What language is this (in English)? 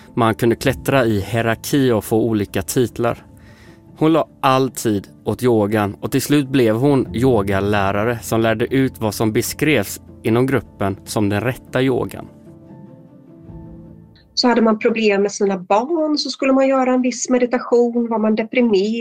Swedish